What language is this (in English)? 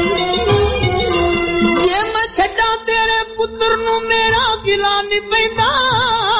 Punjabi